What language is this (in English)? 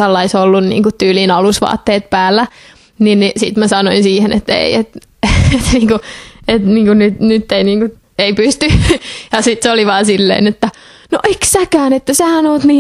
Finnish